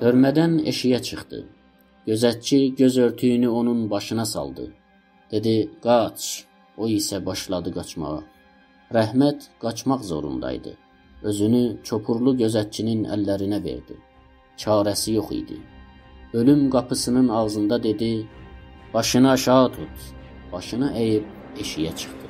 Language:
South Azerbaijani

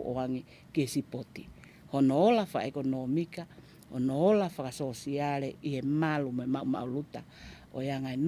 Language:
Tongan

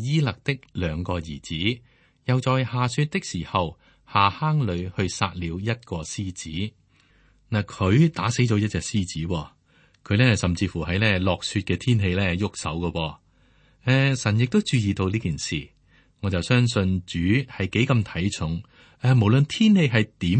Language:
Cantonese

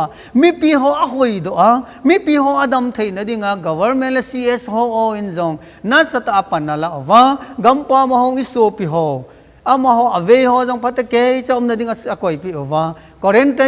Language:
Thado Chin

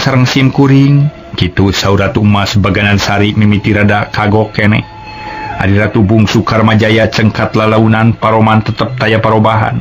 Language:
Sundanese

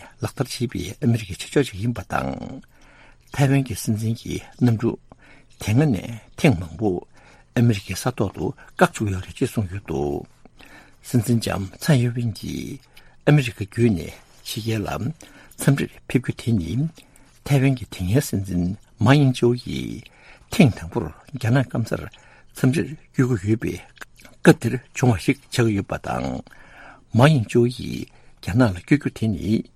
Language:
Tibetan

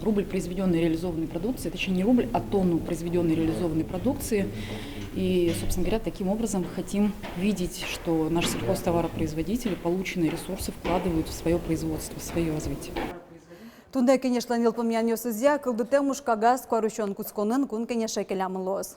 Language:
Udmurt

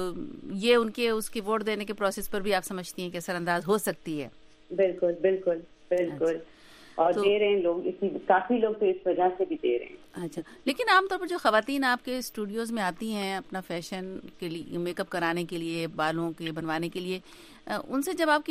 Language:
Urdu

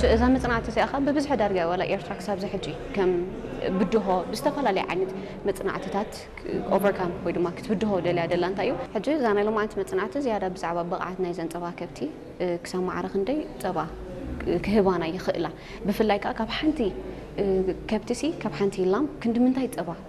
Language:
Tigrinya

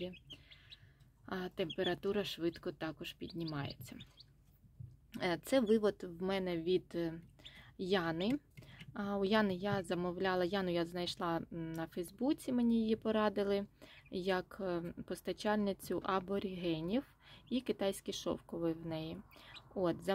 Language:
Ukrainian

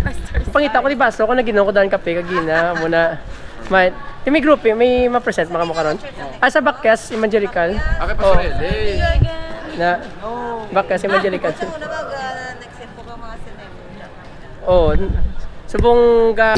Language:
Hiligaynon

